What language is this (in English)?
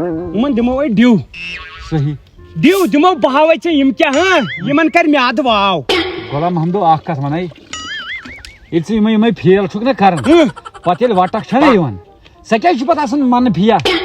Kashmiri